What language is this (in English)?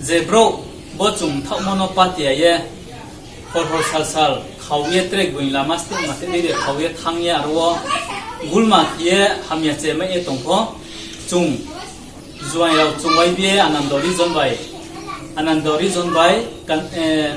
Riang (India)